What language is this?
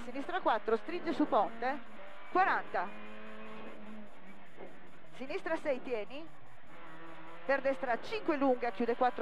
Italian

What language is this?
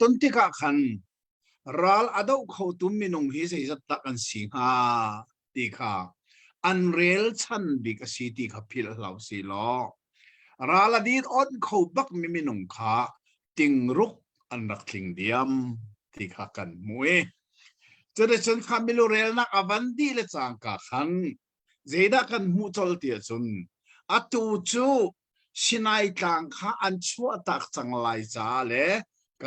Hakha Chin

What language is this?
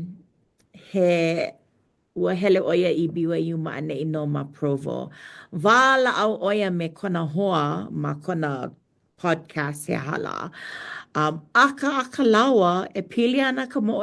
Hawaiian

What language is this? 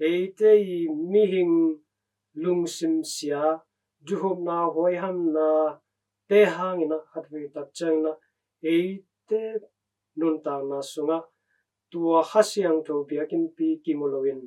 Tedim Chin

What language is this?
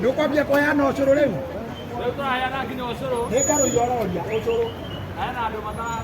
Kikuyu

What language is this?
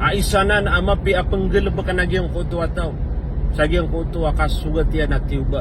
Maranao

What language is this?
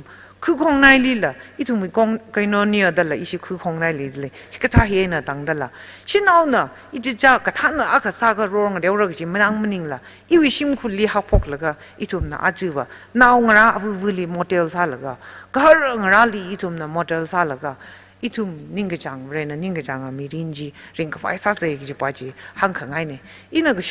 Tangkhul Naga (India)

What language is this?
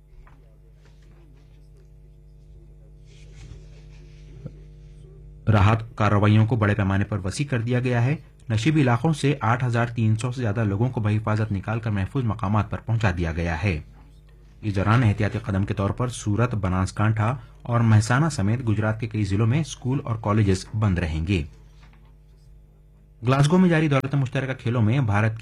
Urdu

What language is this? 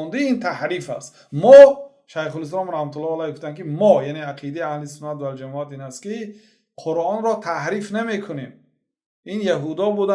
Tajik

